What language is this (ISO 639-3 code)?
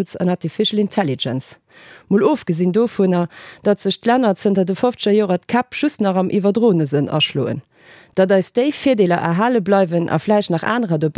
ltz